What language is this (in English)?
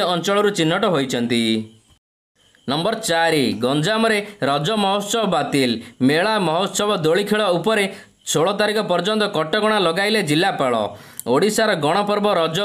Odia